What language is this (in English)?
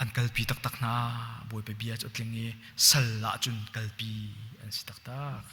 Hakha Chin